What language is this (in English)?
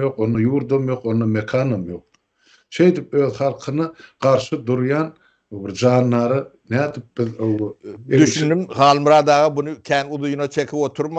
Turkmen